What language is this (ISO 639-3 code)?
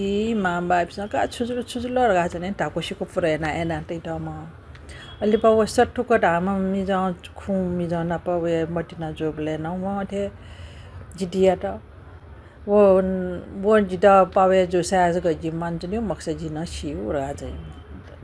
new